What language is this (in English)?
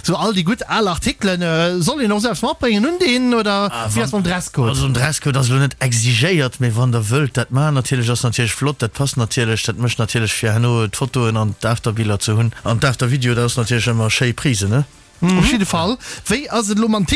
Luxembourgish